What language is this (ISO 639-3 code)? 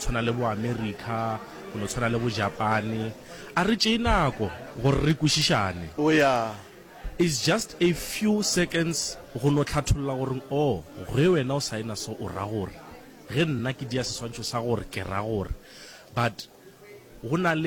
nso